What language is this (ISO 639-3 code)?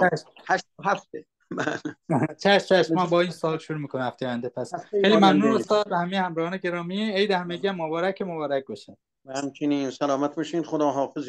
fas